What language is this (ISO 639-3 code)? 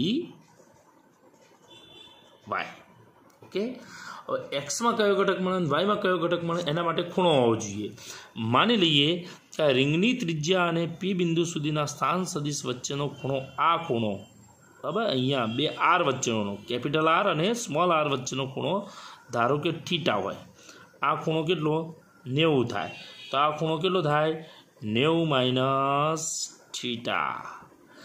guj